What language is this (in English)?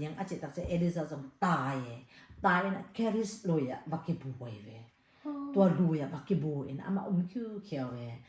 Tedim Chin